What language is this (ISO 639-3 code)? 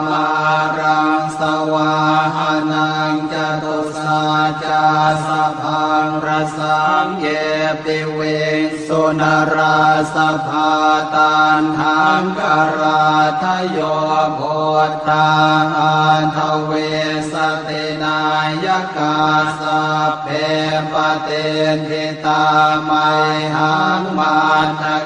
pli